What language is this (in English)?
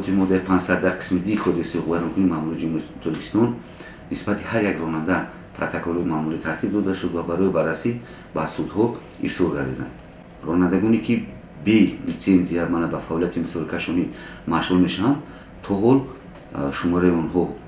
Tajik